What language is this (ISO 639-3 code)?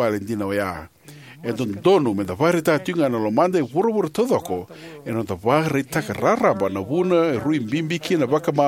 fij